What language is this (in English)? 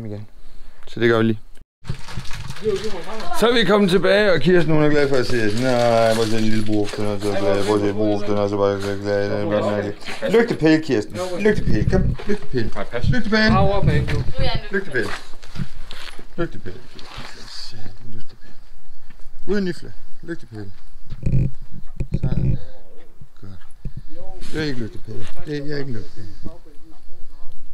Danish